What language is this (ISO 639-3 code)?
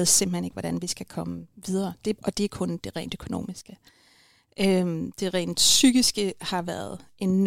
dan